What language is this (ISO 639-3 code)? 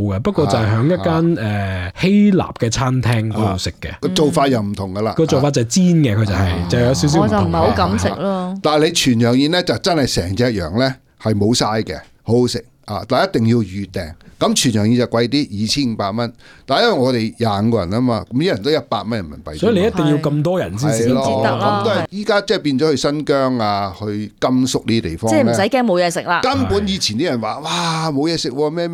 yue